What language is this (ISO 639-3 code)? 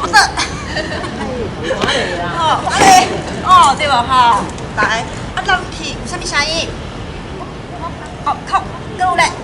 nan